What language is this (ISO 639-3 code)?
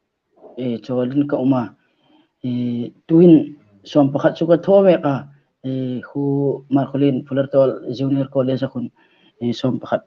hmr